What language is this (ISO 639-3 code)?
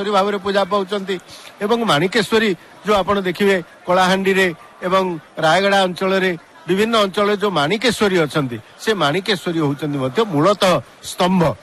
ori